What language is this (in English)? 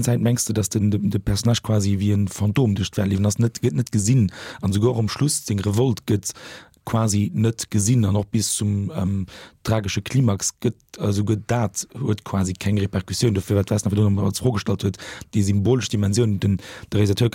Luxembourgish